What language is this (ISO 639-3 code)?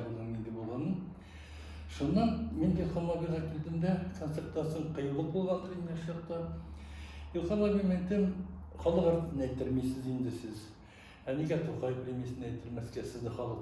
tat